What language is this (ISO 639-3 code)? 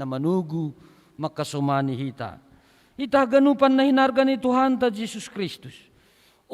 bts